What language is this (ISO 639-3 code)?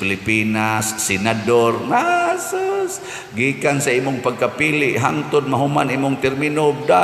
ceb